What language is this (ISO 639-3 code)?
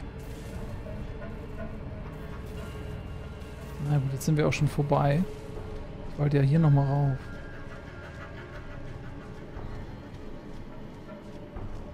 deu